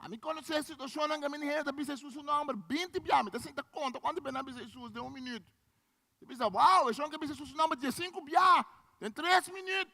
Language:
Papiamento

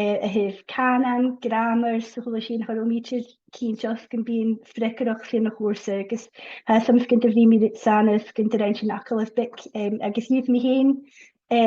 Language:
Scottish Gaelic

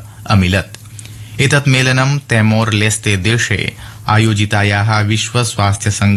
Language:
Sanskrit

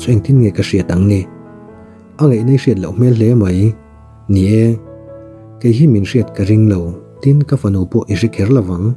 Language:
Mizo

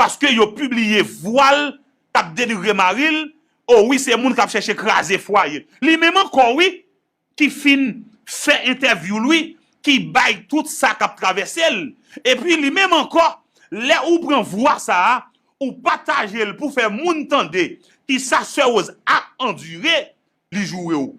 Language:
Haitian Creole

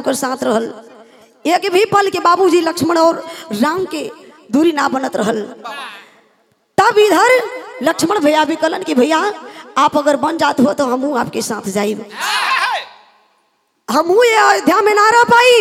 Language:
Bhojpuri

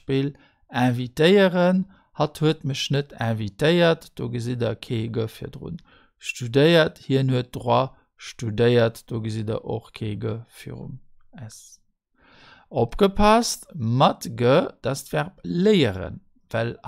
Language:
Luxembourgish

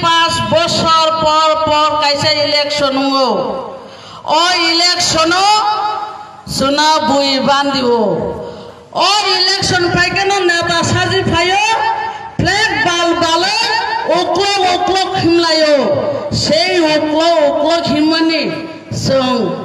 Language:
Kok Borok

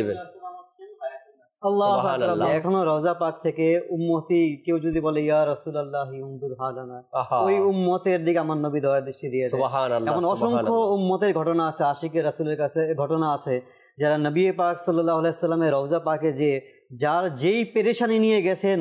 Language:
Bangla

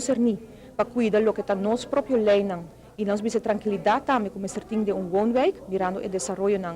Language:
Papiamento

